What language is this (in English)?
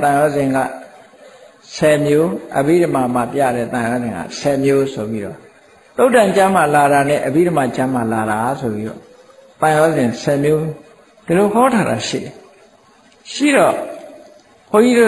Burmese